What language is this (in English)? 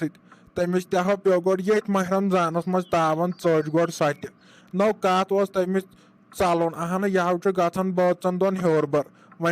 Kashmiri